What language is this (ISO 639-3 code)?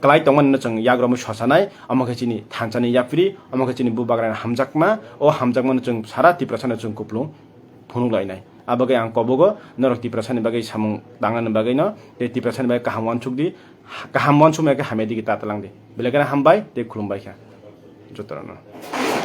trp